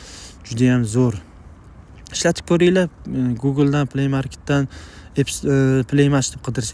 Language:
Uzbek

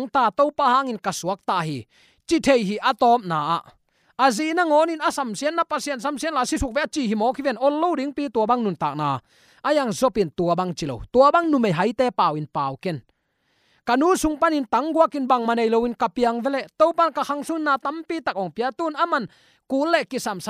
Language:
Tedim Chin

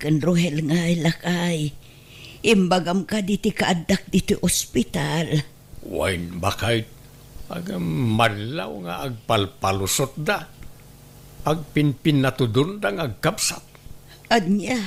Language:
Iloko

